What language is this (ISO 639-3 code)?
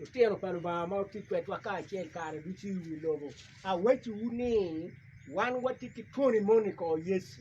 ach